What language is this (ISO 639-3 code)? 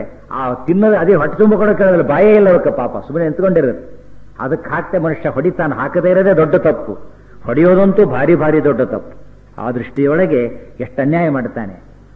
kan